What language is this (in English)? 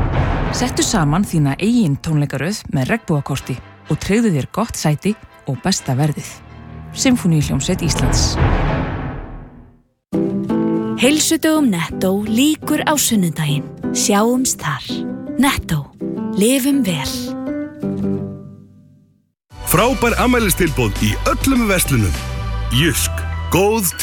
Icelandic